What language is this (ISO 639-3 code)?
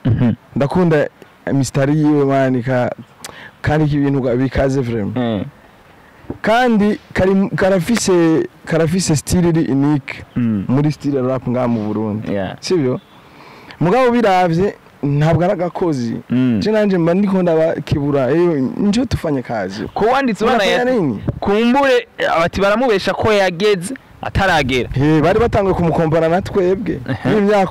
run